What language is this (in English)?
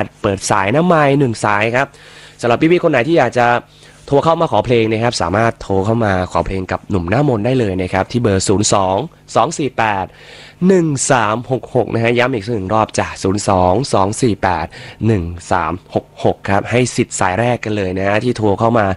Thai